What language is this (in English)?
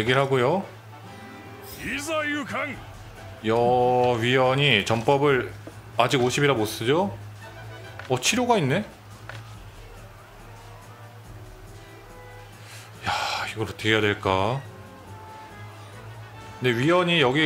Korean